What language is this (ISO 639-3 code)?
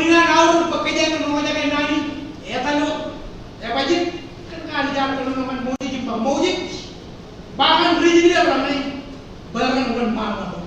mah